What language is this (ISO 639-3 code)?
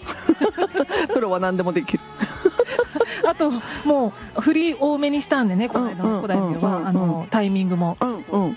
jpn